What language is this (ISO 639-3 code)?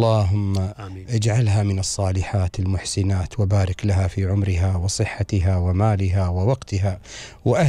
afb